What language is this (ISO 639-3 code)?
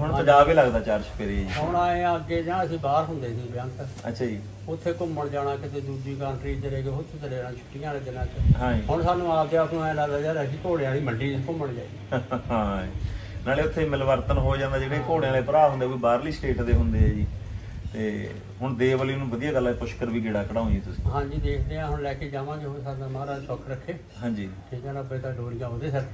pan